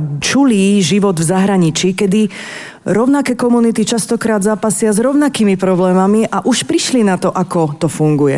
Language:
Slovak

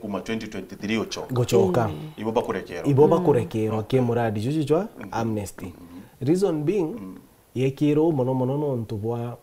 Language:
Meru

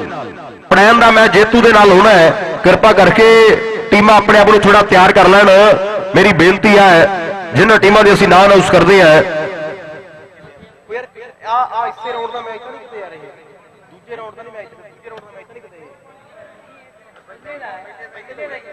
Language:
Punjabi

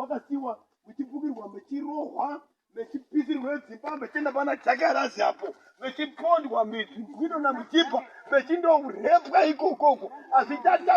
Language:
Shona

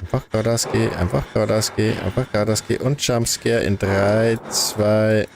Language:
Bavarian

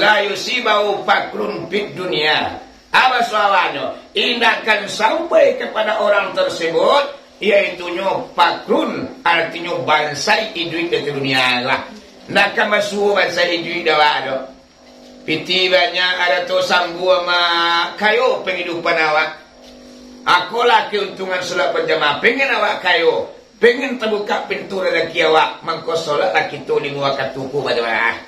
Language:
Minangkabau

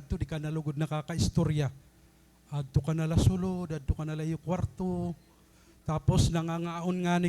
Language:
Waray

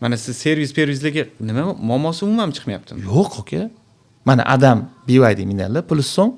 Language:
Uzbek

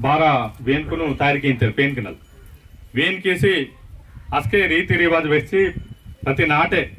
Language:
Aheri Gondi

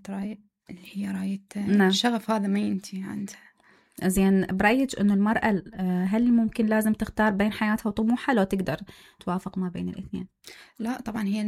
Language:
Mesopotamian Arabic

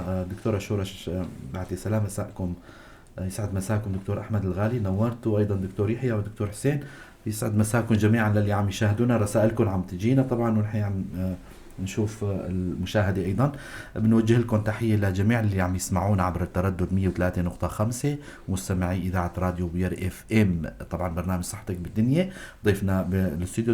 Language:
North Levantine Arabic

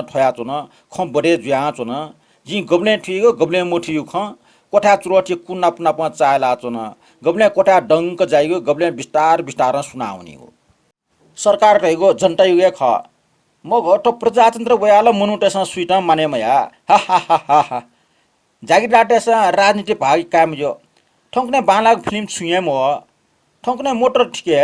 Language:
Newari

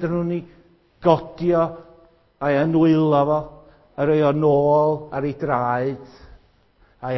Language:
Welsh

